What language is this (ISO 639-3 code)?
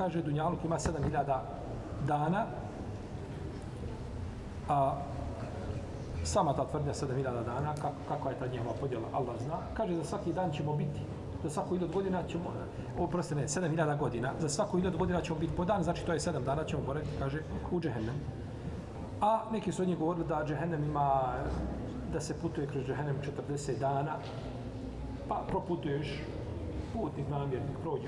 bos